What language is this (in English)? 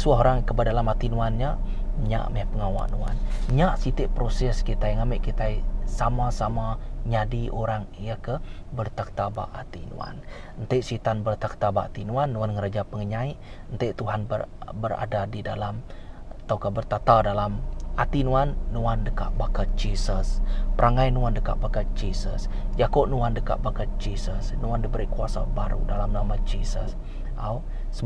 Iban